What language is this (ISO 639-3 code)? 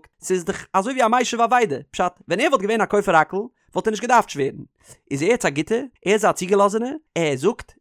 yid